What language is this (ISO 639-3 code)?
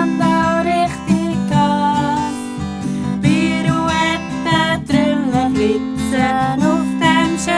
gsw